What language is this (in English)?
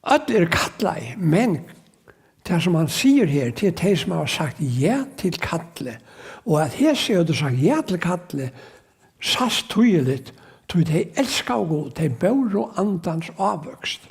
Faroese